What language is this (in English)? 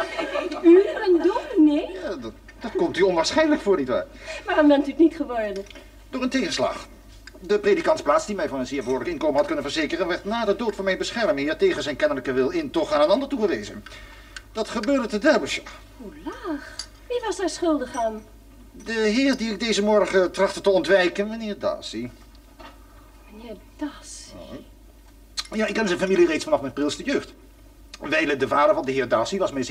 Dutch